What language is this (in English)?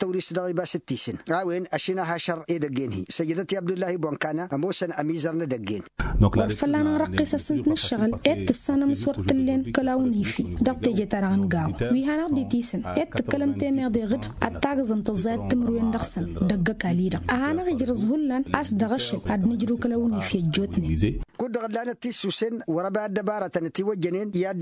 Tamasheq